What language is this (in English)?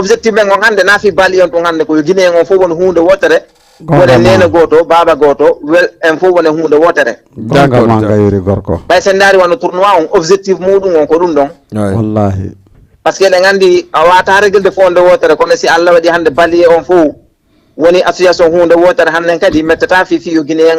Fula